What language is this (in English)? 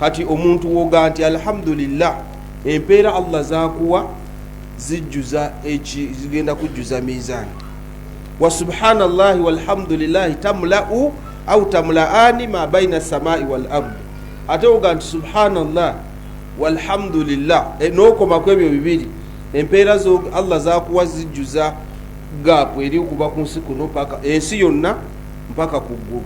Ganda